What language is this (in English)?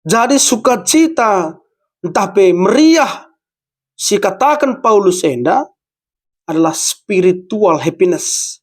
Batak Karo